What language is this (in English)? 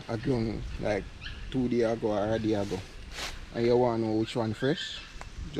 Jamaican Creole English